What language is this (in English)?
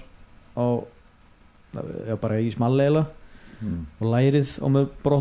Icelandic